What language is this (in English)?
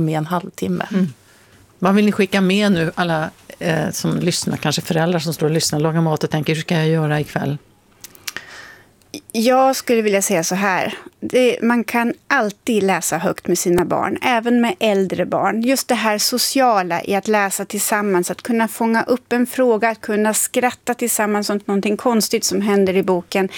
Swedish